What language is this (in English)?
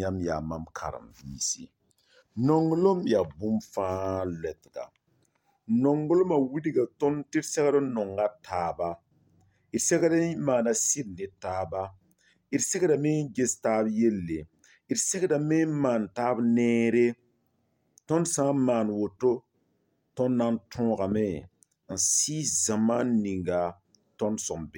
Mossi